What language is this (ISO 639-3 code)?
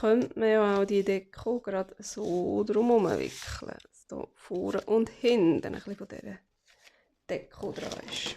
gsw